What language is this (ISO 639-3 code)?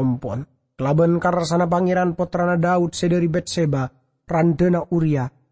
mad